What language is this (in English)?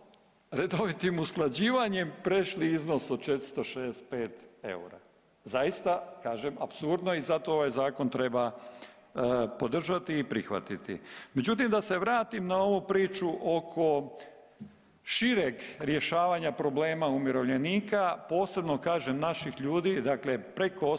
Croatian